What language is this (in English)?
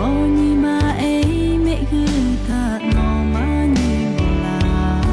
Lahu